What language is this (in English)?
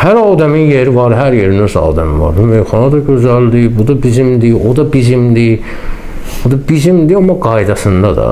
Azerbaijani